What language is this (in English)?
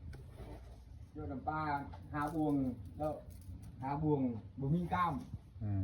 Lao